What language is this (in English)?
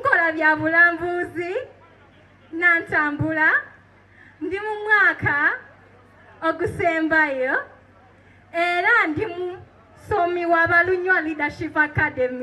Soga